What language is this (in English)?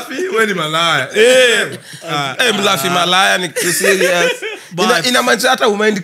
Swahili